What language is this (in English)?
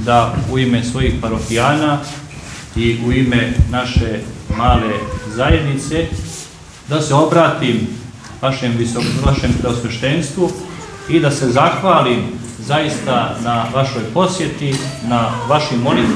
Serbian